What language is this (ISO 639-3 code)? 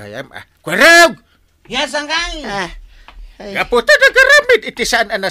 ilo